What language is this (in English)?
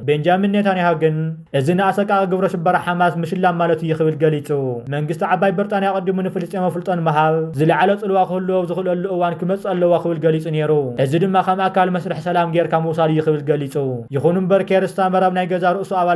Tigrinya